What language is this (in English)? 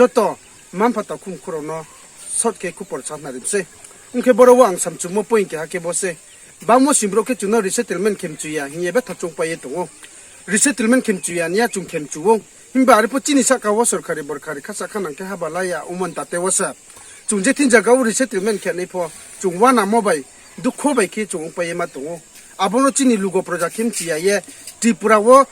Riang (India)